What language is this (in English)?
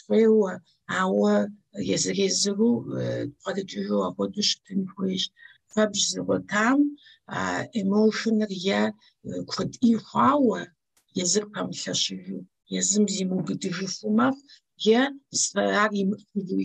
Kabardian